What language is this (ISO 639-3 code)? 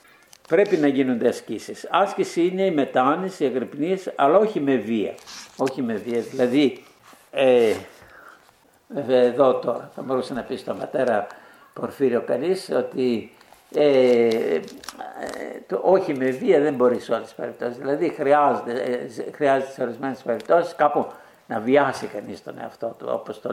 ell